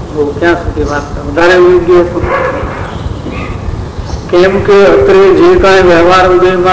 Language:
Gujarati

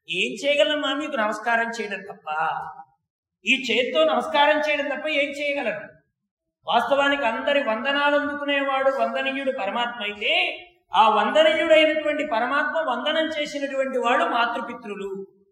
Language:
Telugu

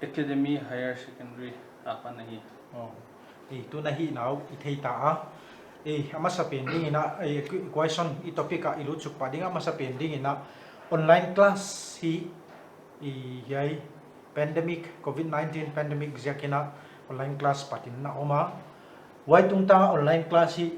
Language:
Paite Chin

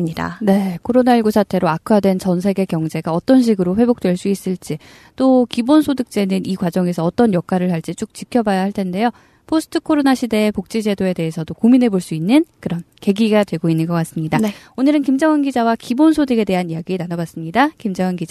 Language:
Korean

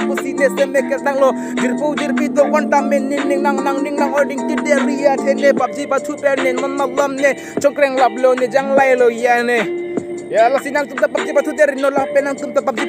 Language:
Karbi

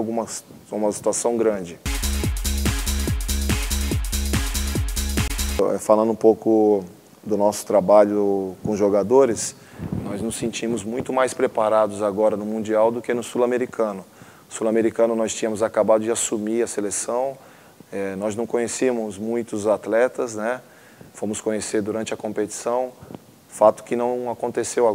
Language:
Portuguese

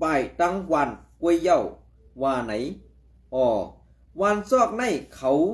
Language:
Shan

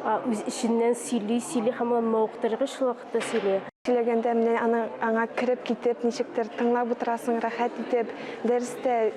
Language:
Tatar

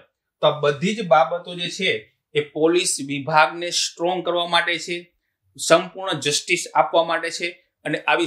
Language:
Gujarati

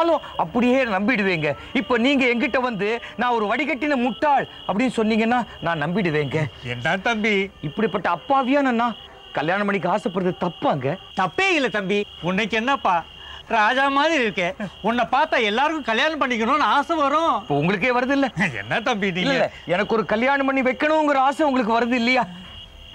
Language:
Tamil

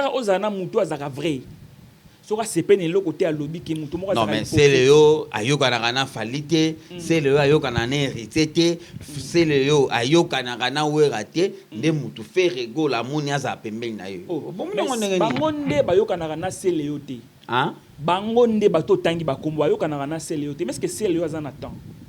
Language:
Lingala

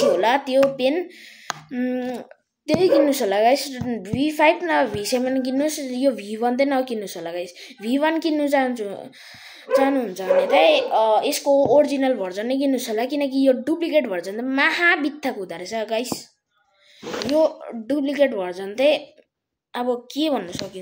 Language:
Nepali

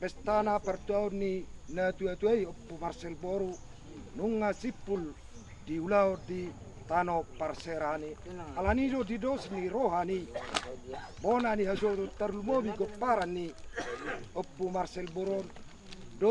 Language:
Batak Toba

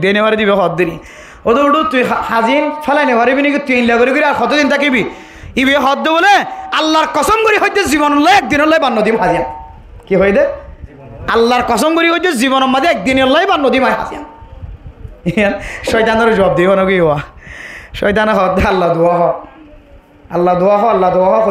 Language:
Rohingya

